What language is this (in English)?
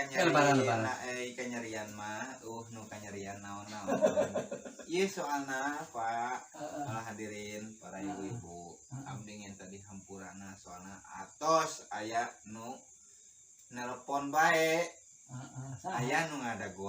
Sundanese